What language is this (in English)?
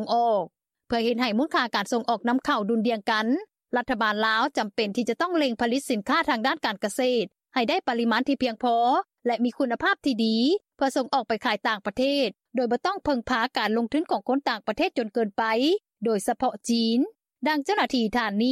Lao